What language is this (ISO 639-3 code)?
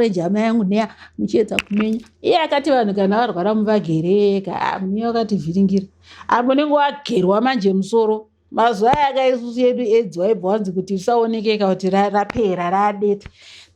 sna